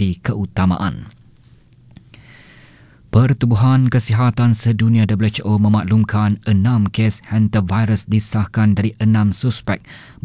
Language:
Malay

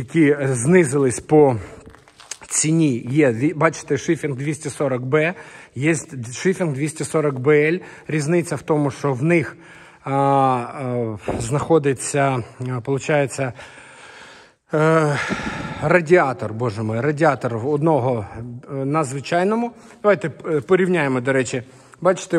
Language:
Ukrainian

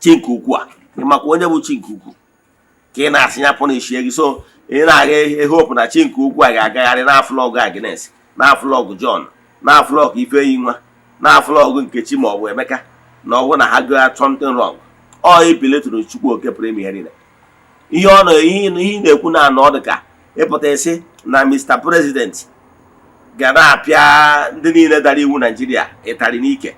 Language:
Igbo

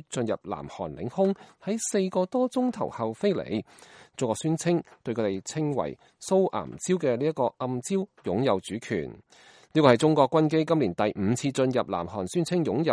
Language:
Cantonese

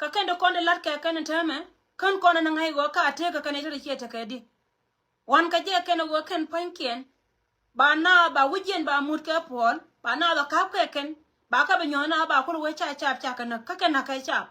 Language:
Nuer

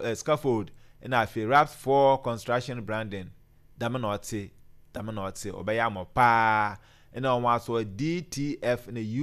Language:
Akan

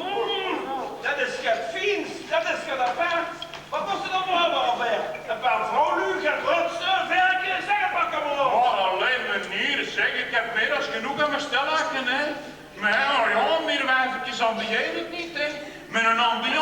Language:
Limburgish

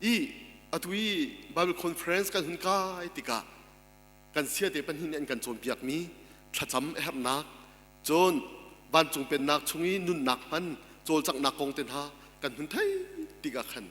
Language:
Hakha Chin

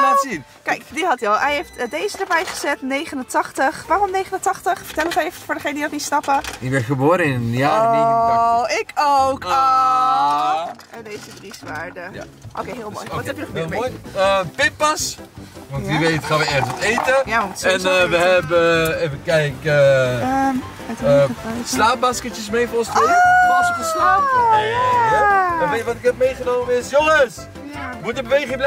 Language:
Dutch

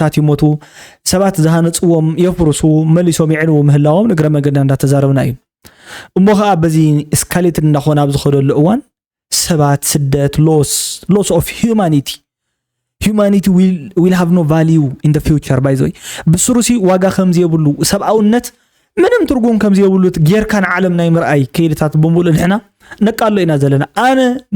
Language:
Tigrinya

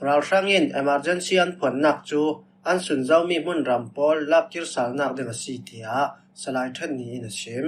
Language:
Falam Chin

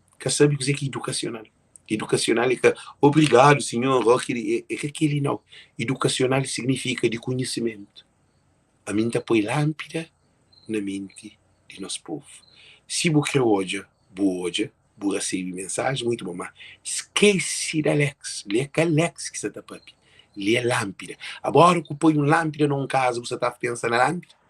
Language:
Kabuverdianu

